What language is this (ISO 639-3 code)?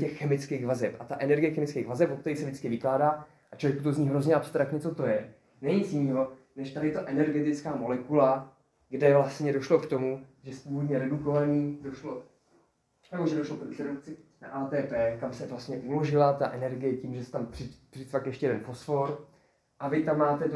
ces